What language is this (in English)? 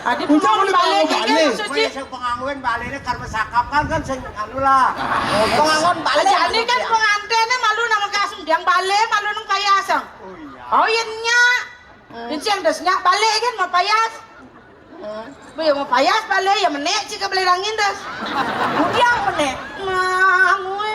Balinese